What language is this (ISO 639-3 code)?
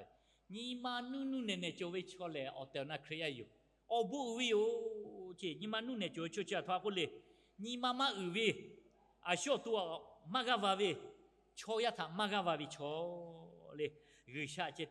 lhu